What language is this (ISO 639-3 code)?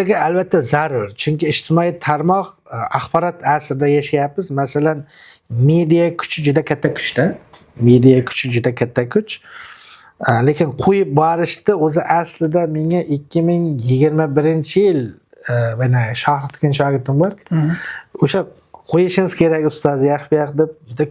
uzb